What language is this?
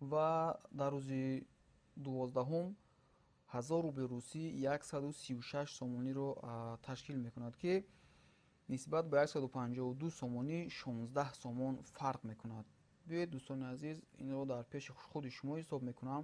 Tajik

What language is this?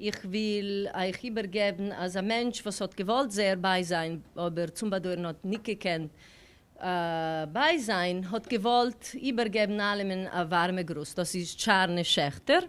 Yiddish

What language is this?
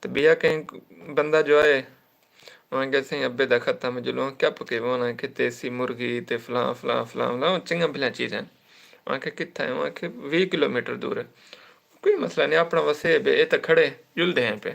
Saraiki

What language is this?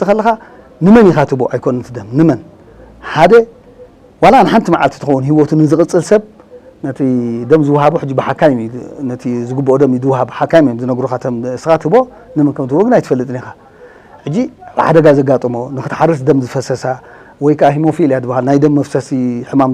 Tigrinya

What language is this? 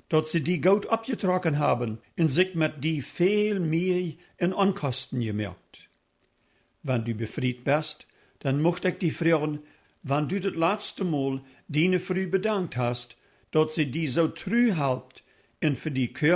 Plautdietsch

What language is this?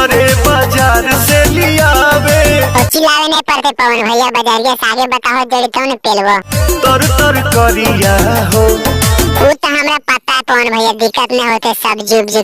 Magahi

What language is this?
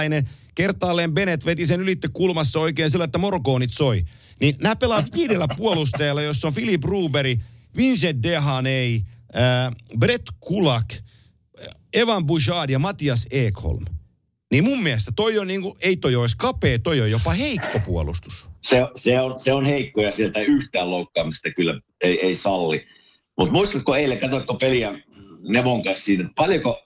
Finnish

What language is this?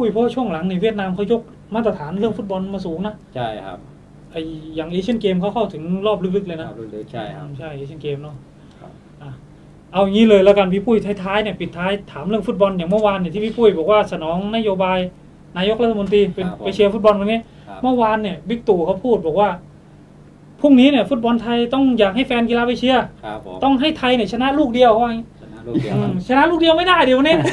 Thai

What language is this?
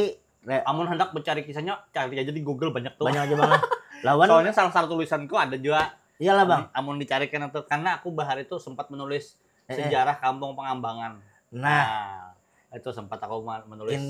Banjar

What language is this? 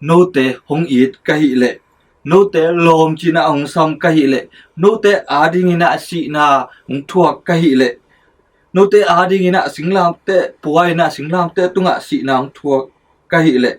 Tedim Chin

